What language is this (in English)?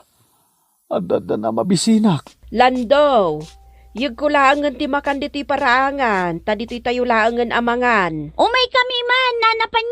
Iloko